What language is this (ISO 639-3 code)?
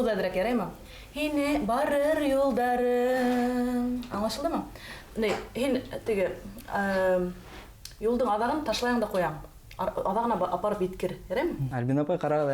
bak